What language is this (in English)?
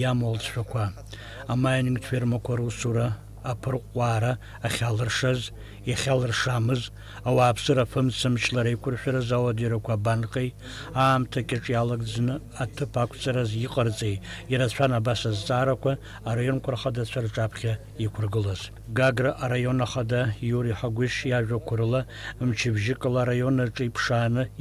Abkhazian